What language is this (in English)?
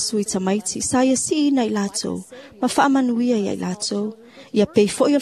Samoan